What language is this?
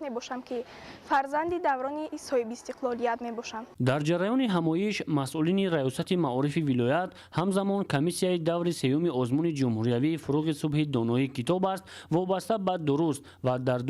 Tajik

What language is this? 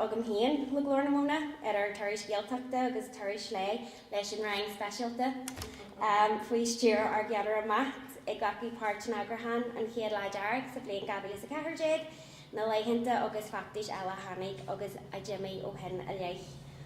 Irish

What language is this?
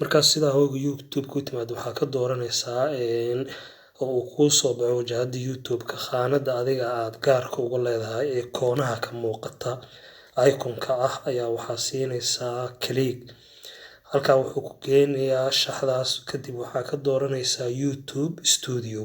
Somali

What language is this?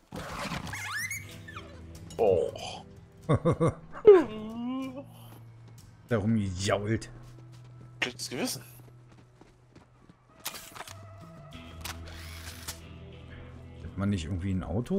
German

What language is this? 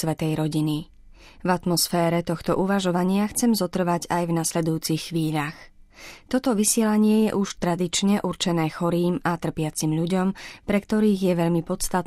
Slovak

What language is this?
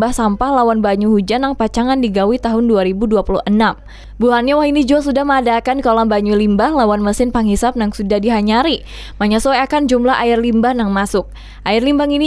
Banjar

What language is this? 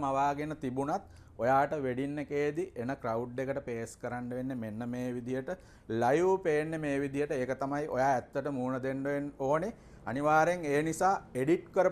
Sinhala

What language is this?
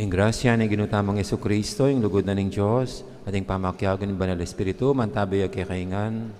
Pampanga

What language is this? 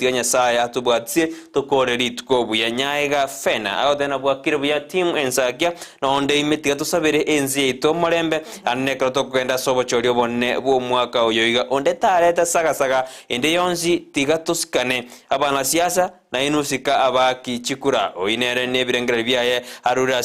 Gusii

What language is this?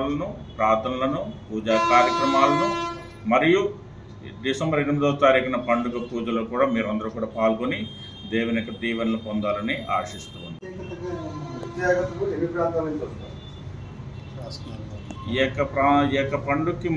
Telugu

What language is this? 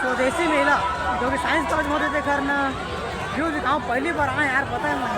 Chhattisgarhi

